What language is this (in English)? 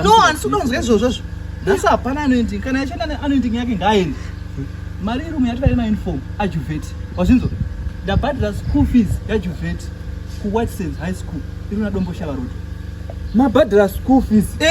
Shona